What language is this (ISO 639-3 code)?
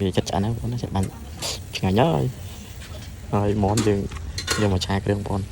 khm